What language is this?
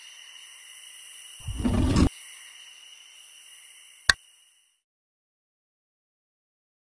Malayalam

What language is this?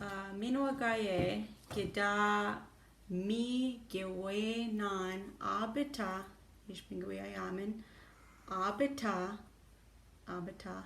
Chippewa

